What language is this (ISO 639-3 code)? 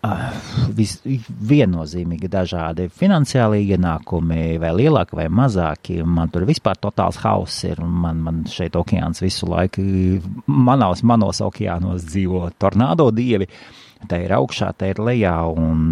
lav